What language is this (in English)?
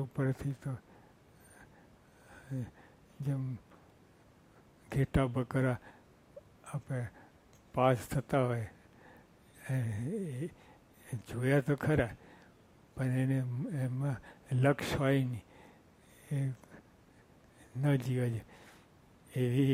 Gujarati